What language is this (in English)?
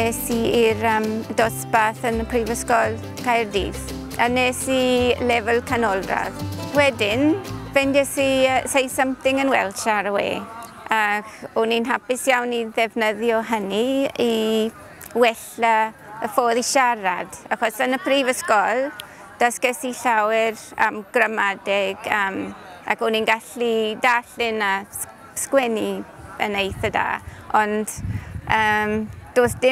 Welsh